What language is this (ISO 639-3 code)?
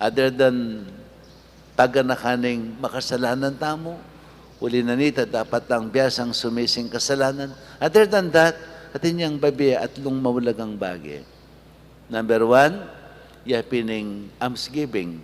pam